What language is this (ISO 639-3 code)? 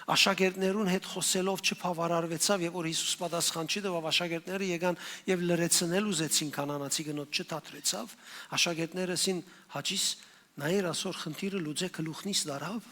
hyw